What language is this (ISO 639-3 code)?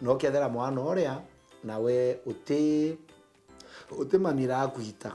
mer